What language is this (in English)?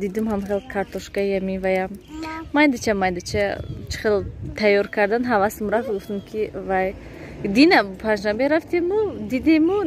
Tajik